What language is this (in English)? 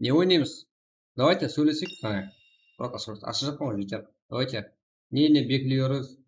Kara-Kalpak